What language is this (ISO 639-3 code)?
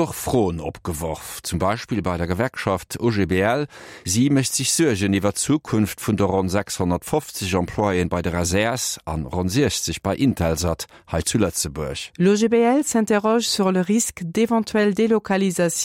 ltz